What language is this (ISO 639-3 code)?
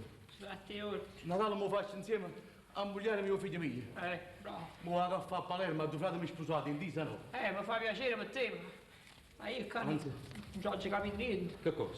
nap